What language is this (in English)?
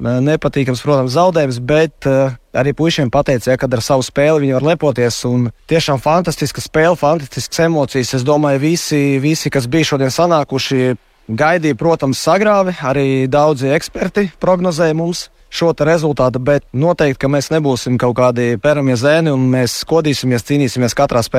Latvian